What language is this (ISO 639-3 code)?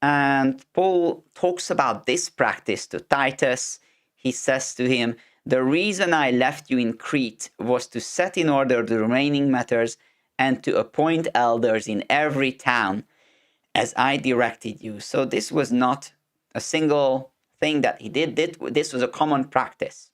eng